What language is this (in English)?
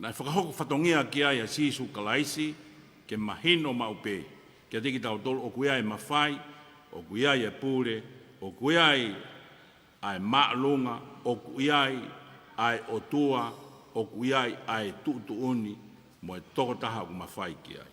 Tongan